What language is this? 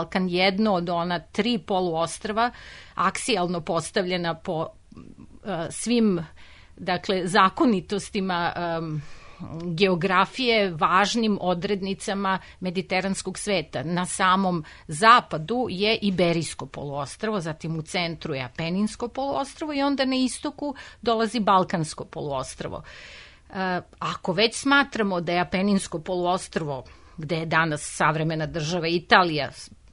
Serbian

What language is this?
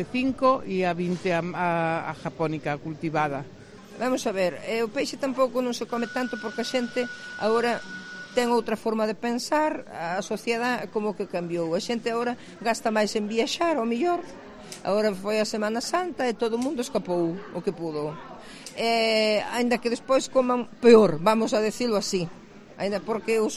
Galician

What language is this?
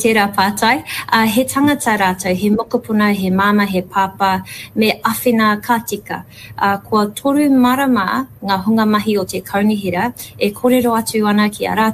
Māori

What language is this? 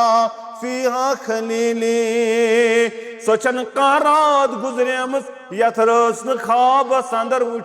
Kashmiri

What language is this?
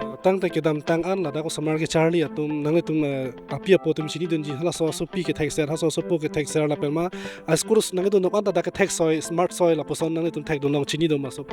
Karbi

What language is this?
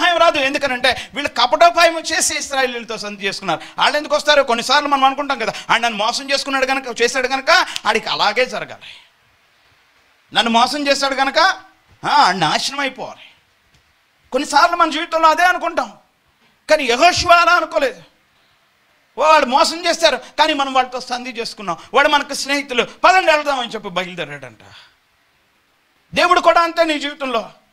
Telugu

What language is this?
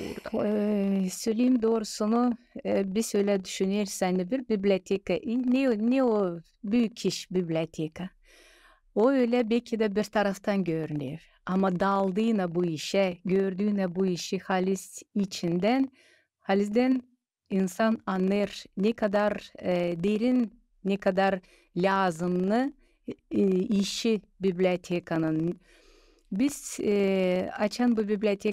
Gagauz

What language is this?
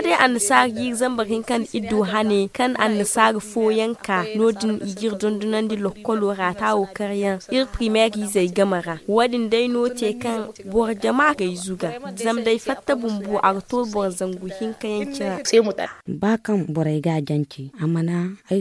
Zarma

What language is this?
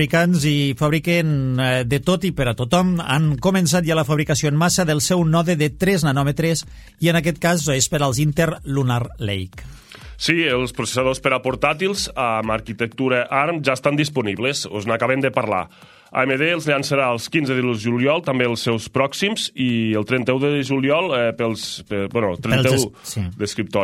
Catalan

